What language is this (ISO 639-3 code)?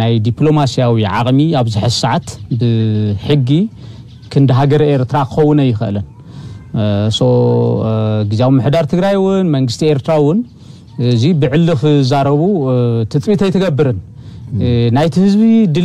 tir